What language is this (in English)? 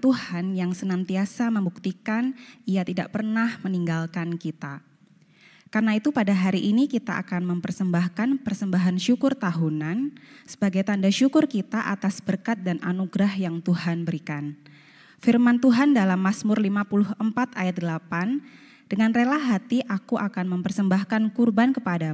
Indonesian